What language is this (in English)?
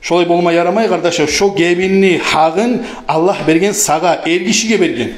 Kumyk